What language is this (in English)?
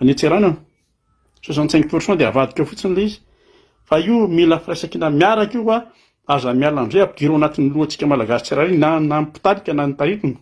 Malagasy